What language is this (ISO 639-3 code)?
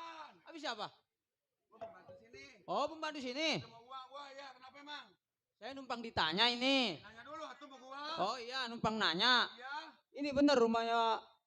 bew